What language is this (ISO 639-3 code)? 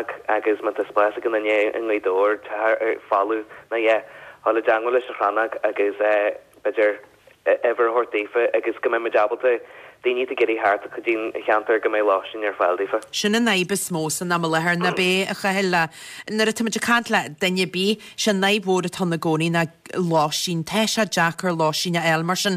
gle